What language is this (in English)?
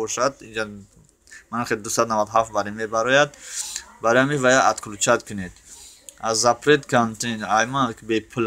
Tajik